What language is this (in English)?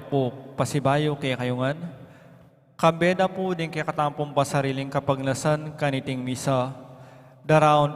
Pampanga